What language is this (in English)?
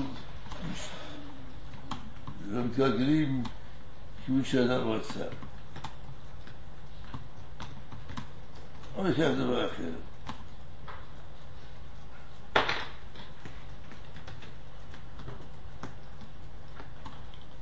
Hebrew